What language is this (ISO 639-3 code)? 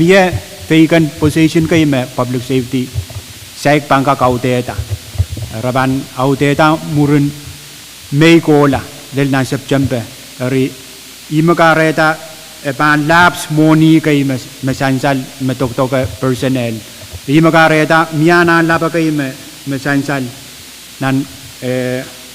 pon